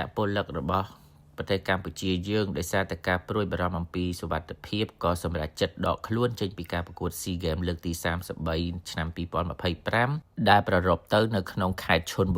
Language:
Khmer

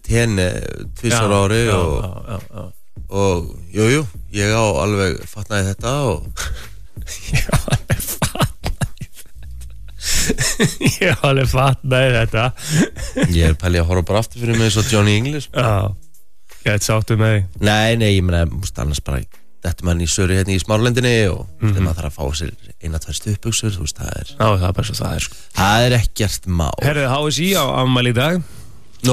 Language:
Icelandic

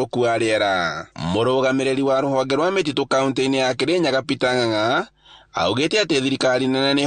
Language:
Kikuyu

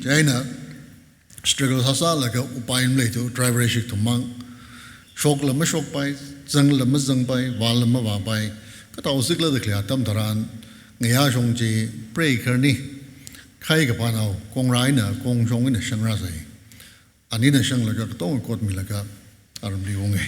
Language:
Tangkhul Naga (India)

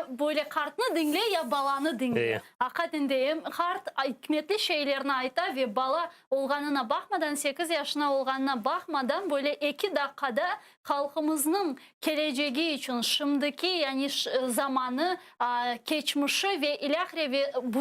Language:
Crimean Tatar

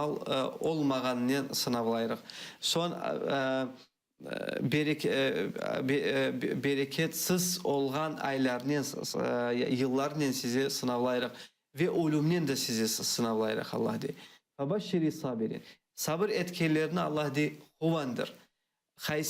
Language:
Crimean Tatar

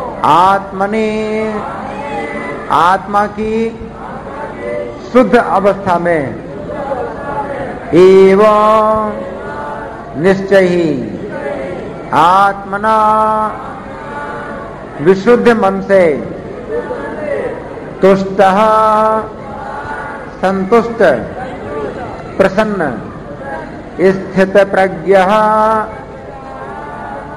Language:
Hindi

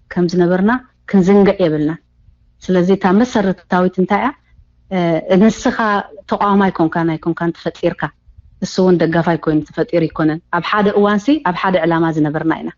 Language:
Tigrinya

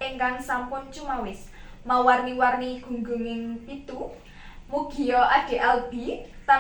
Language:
Javanese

